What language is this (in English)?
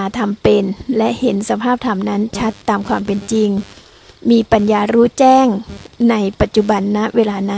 Thai